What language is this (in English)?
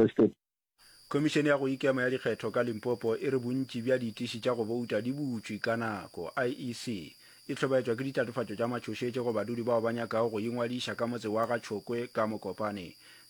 Northern Sotho